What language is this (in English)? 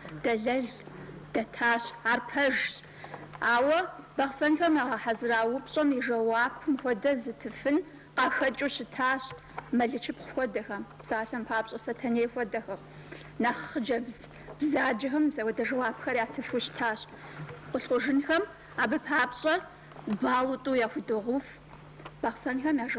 Kabardian